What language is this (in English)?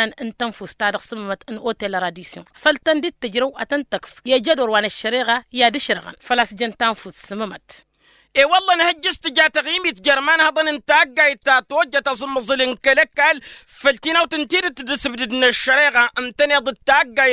Tamasheq